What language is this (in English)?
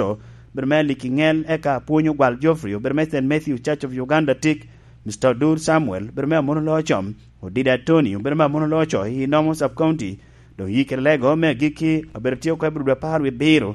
Lango (Uganda)